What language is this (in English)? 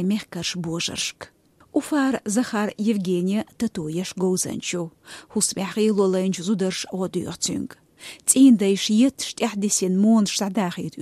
Chechen